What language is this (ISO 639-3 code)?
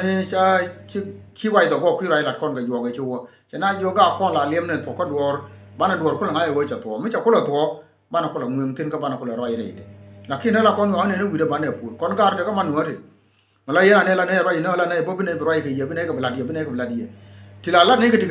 nus